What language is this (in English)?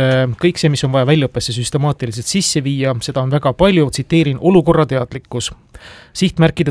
Estonian